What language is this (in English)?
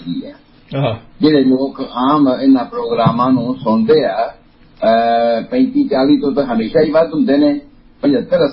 Punjabi